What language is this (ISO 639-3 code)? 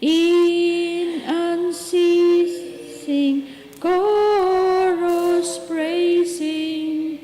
bik